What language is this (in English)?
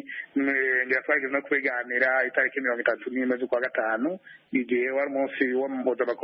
Kinyarwanda